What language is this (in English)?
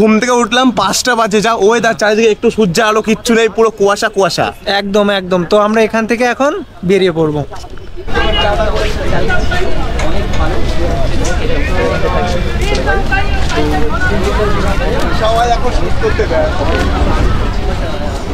Bangla